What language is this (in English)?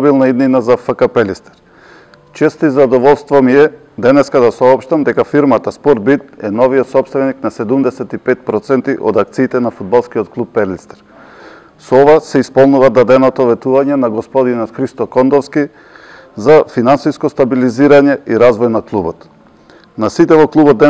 Macedonian